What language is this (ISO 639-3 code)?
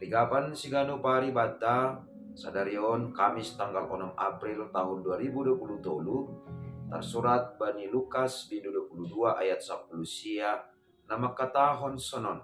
bts